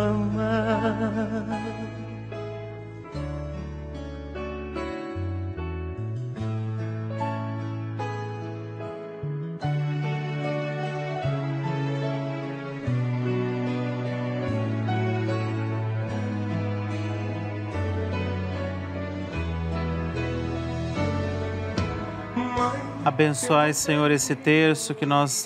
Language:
Portuguese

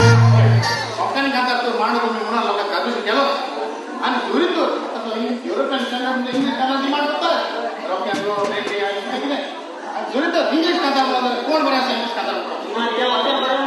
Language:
Konkani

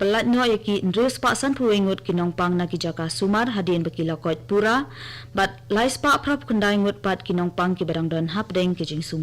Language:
Khasi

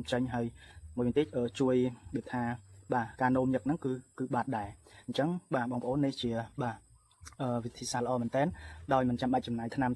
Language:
Khmer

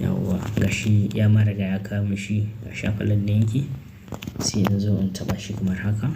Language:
Hausa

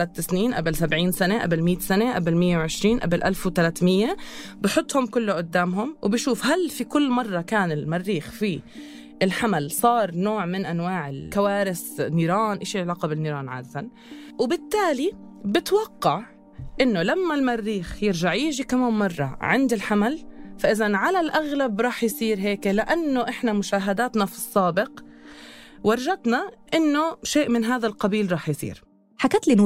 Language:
North Levantine Arabic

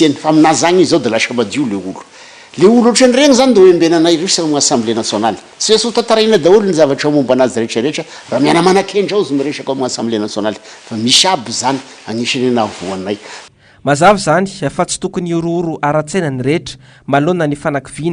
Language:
Malagasy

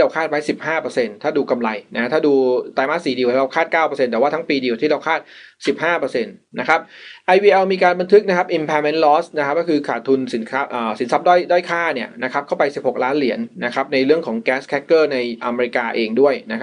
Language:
Thai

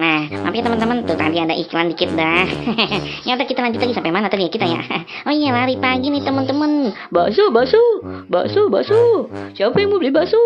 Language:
Betawi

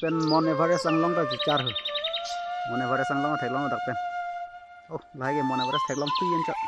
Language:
Karbi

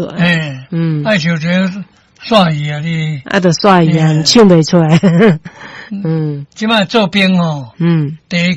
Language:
Min Nan Chinese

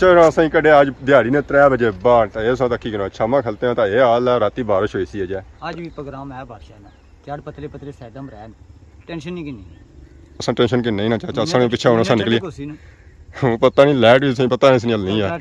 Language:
Pahari-Potwari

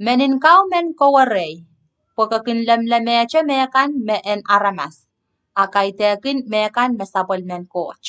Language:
Pohnpeian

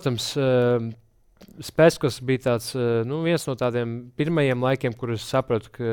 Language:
Latvian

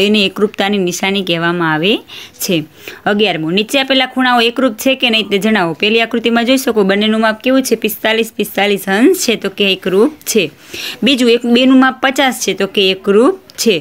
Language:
Gujarati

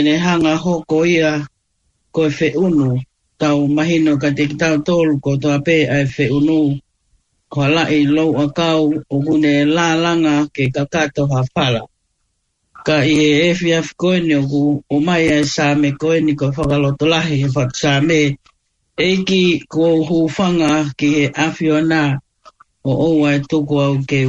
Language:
Tongan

